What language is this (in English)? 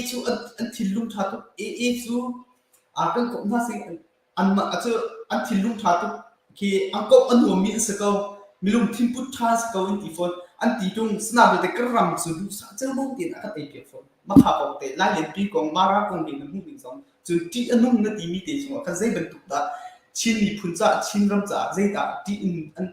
Hakha Chin